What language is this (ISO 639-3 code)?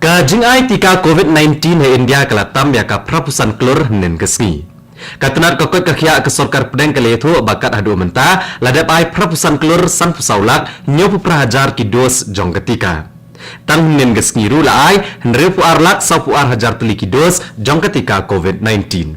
kha